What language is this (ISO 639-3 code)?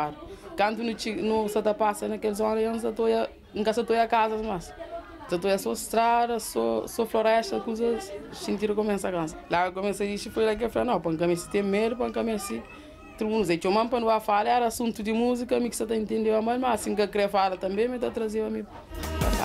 kea